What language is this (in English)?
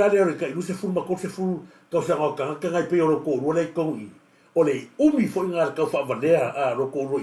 Samoan